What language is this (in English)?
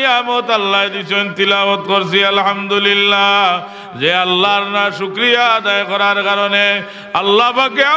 Sylheti